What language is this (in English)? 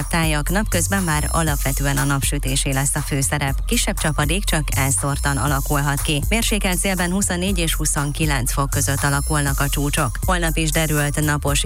Hungarian